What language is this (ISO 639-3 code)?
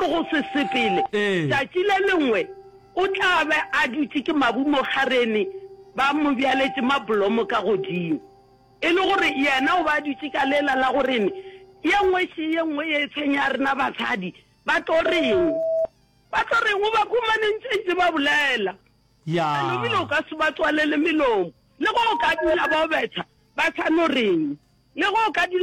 nso